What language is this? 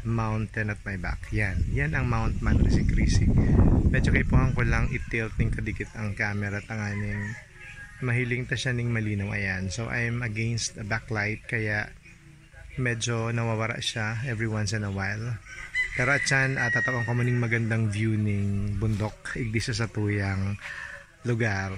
Bikol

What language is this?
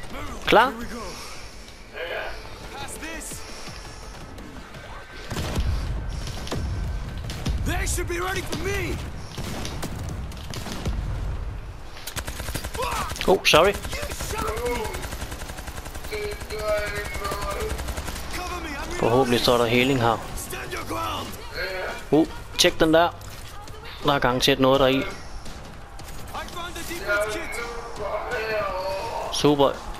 Danish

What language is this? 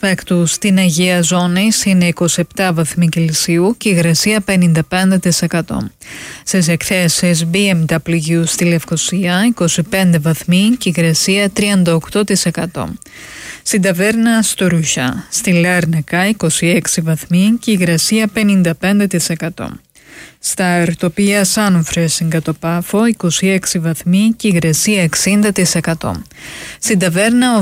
Greek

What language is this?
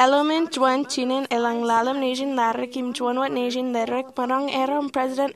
Marshallese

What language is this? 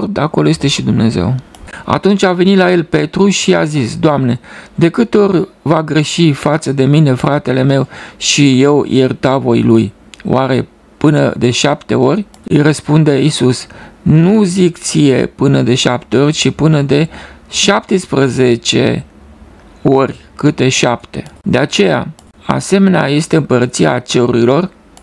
Romanian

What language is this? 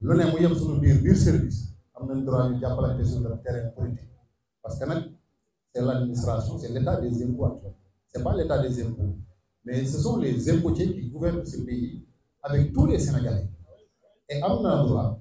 Wolof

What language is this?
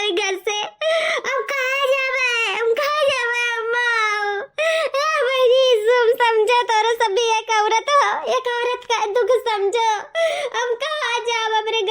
Awadhi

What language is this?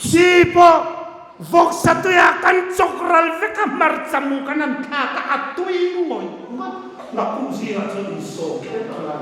Hmar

